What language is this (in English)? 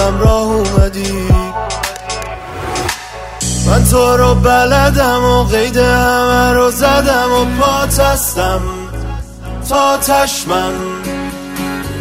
Persian